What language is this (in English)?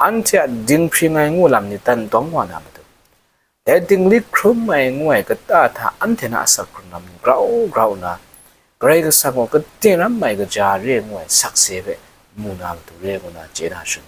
Kachin